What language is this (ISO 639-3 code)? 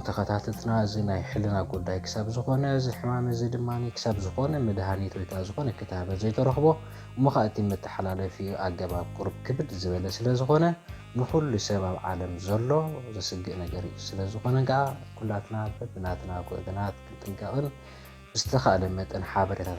tir